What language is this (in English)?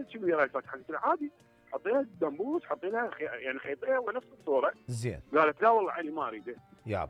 Mesopotamian Arabic